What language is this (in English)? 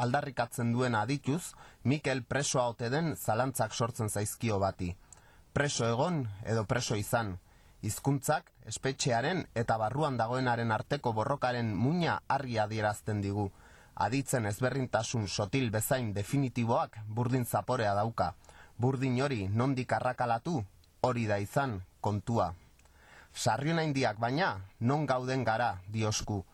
Basque